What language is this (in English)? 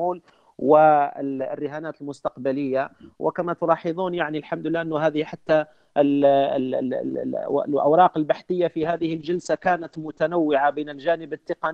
Arabic